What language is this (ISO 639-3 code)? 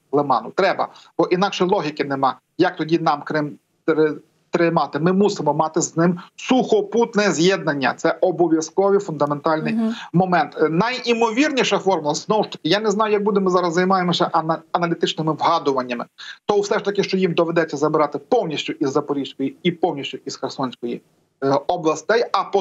ukr